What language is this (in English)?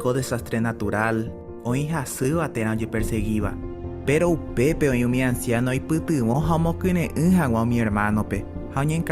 Guarani